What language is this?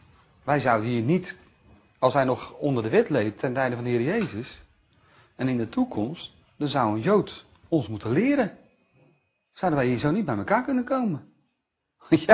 Dutch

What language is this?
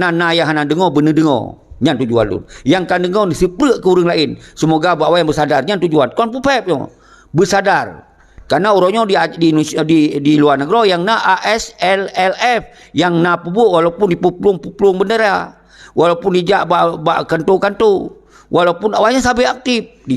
Achinese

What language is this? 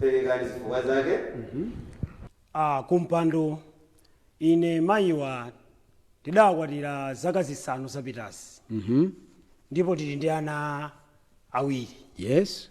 Nyanja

